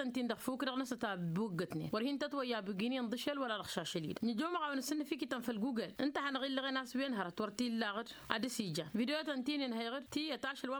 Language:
Tamasheq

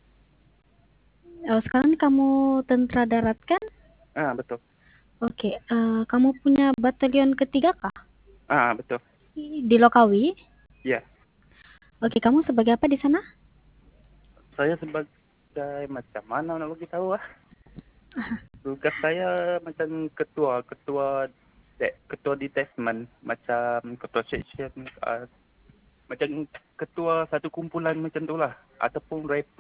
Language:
Malay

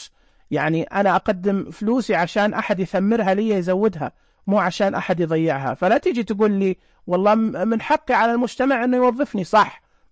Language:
Najdi Arabic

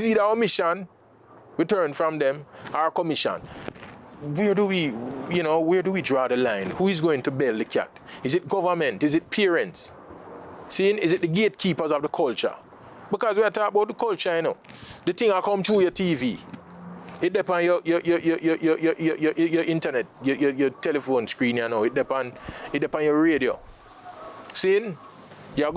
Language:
Jamaican Creole English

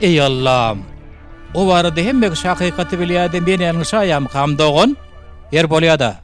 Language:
Turkmen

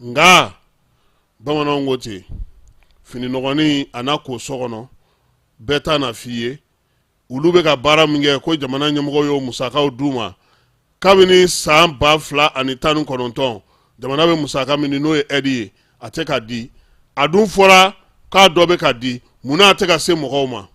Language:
Bambara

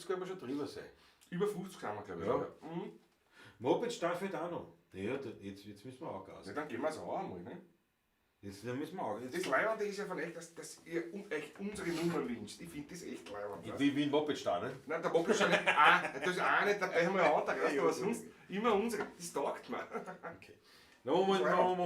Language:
Bavarian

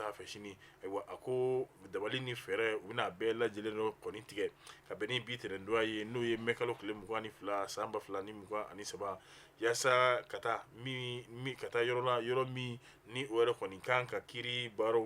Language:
Bambara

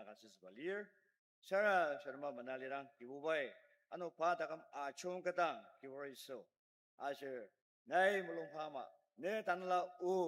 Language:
Ao Naga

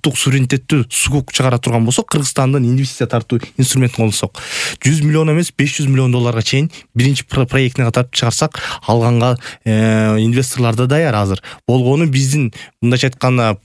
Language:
Kyrgyz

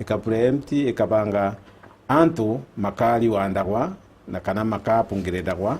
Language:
Meru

